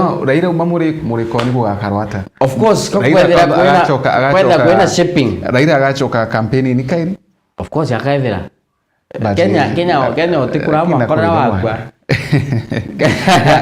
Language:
Meru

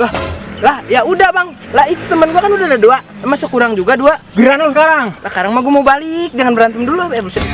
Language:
Betawi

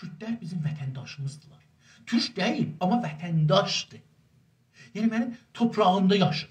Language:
South Azerbaijani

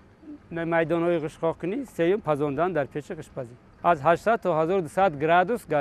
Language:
Tajik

